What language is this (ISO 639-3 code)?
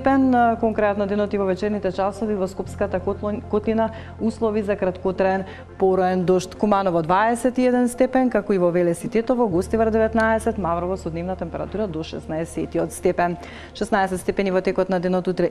mkd